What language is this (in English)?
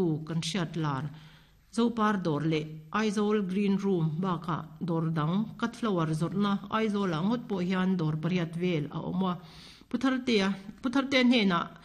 Mizo